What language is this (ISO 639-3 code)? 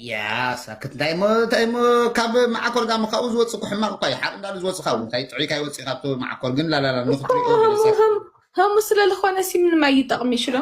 tir